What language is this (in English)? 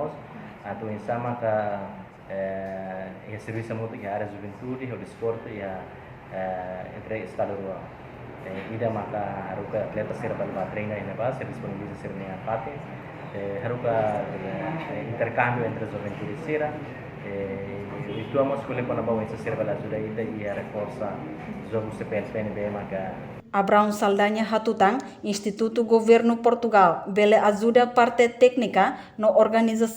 Tetum